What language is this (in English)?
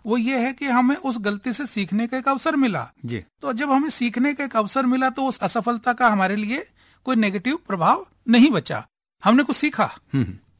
Hindi